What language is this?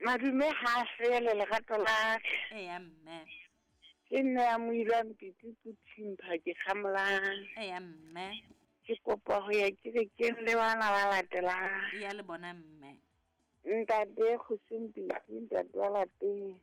Southern Sotho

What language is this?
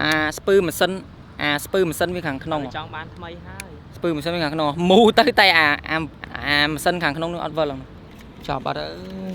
Khmer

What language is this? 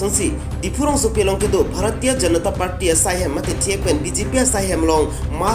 Karbi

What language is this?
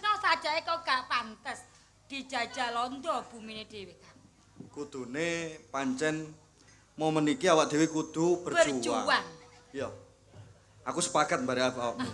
Javanese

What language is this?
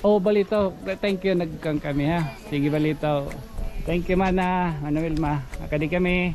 Waray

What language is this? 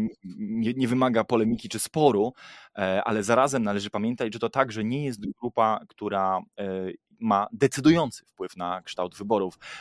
Polish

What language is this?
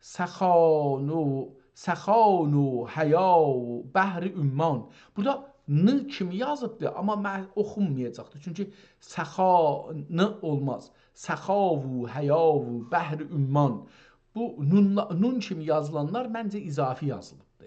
South Azerbaijani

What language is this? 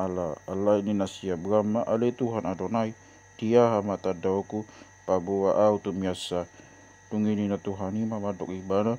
Batak Toba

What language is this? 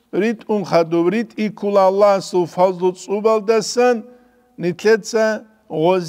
Avaric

